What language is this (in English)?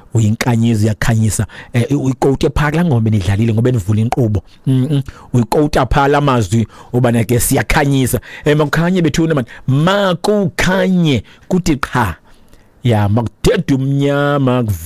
Xhosa